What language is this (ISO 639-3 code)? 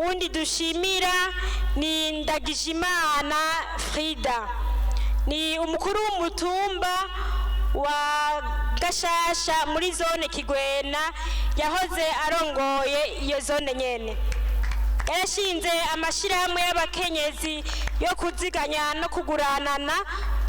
run